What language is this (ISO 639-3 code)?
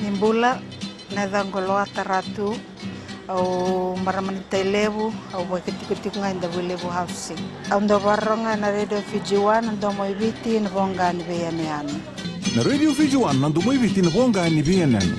fij